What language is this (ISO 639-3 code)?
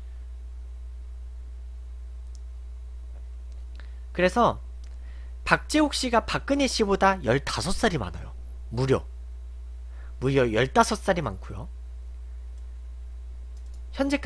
kor